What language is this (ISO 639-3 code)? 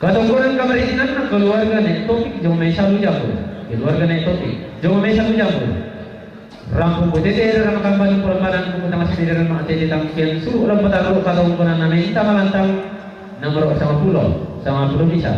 sda